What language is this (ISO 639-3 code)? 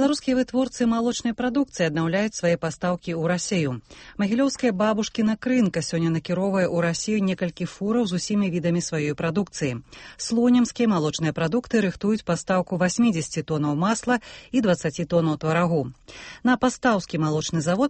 bel